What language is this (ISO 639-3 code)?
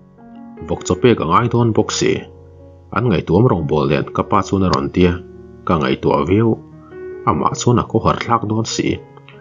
lus